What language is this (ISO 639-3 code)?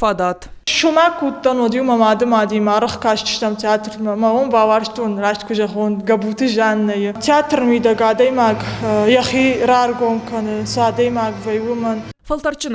oss